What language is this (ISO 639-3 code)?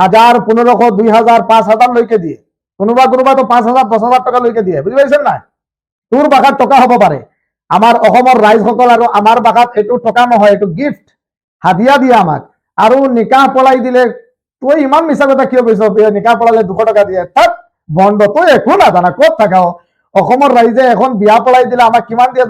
syl